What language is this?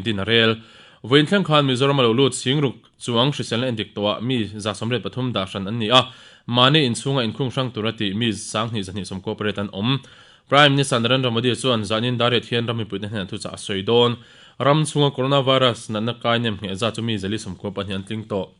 Mizo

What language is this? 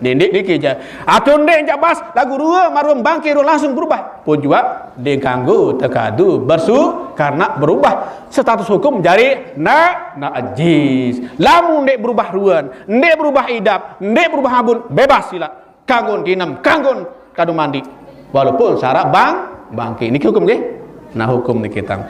Sasak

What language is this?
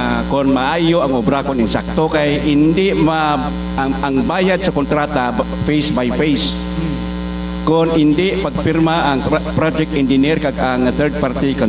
Hiligaynon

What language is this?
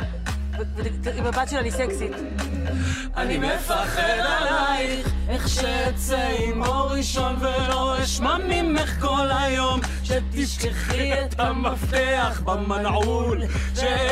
Hebrew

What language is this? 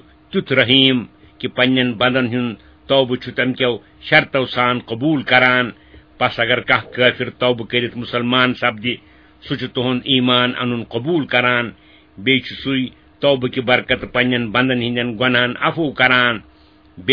Kashmiri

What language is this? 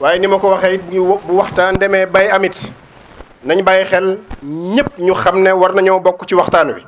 Wolof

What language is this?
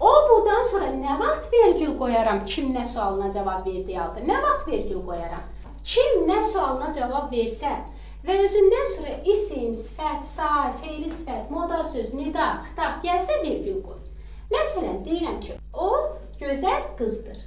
Azerbaijani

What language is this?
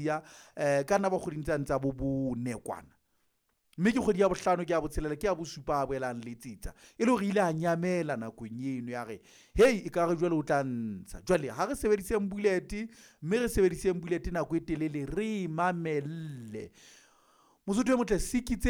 Southern Sotho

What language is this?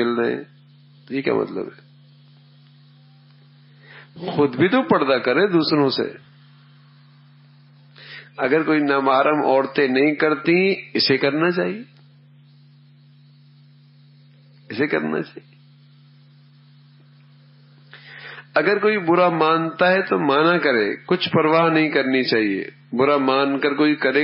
Urdu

